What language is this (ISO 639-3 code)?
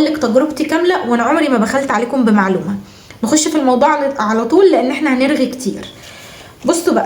arz